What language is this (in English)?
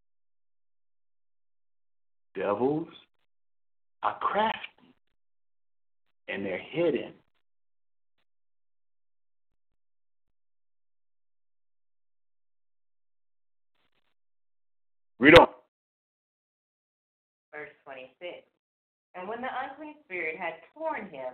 English